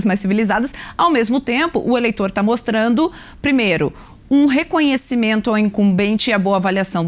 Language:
Portuguese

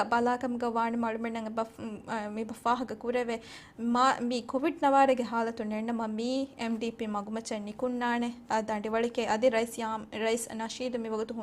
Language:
Divehi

